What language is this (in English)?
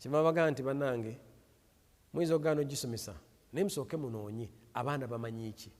Ganda